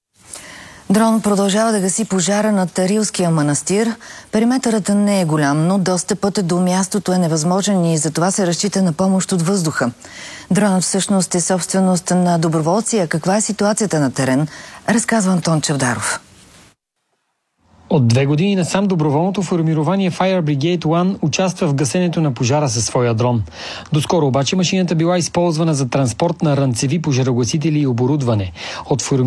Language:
Bulgarian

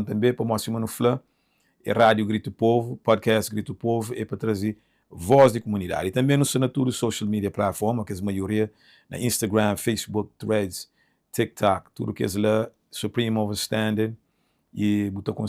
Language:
Kabuverdianu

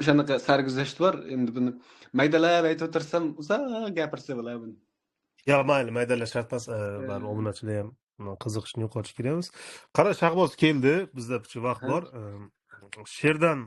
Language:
Uzbek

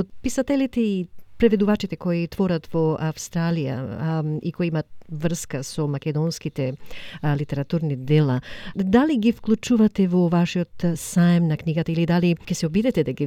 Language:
Macedonian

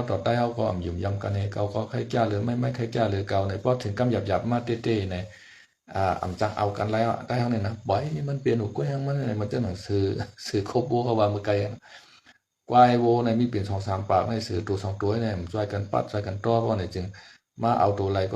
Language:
Shan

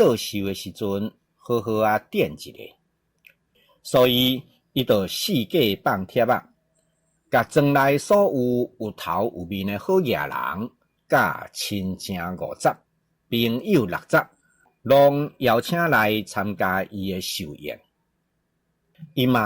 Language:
Min Nan Chinese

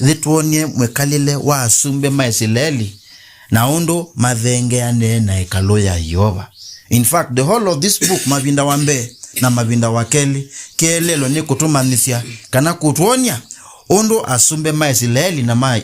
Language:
Kamba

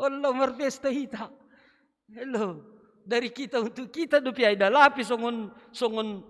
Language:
Batak Simalungun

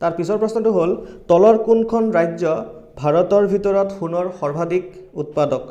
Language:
Assamese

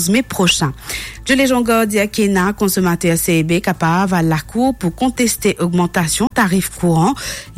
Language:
Morisyen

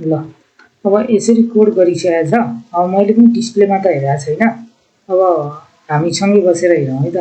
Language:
Nepali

